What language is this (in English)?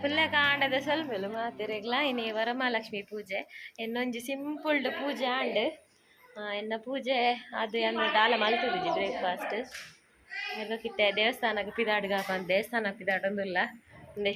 Tulu